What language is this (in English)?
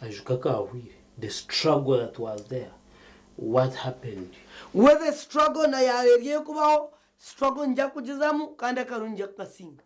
Nyankole